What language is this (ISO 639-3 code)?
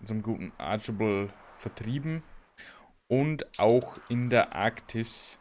bar